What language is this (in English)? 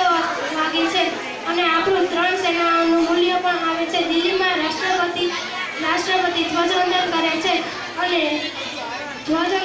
Gujarati